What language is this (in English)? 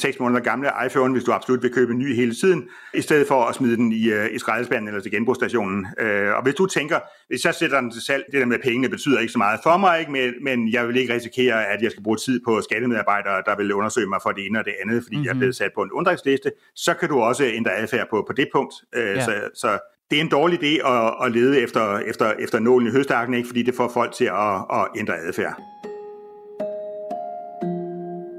Danish